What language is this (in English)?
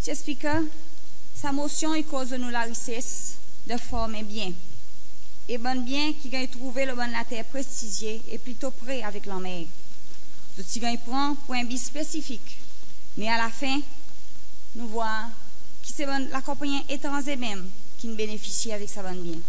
Seselwa Creole French